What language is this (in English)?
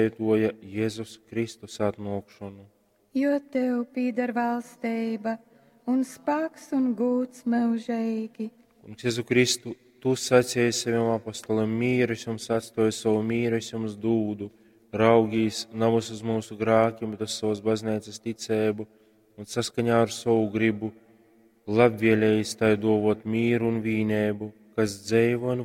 Latgalian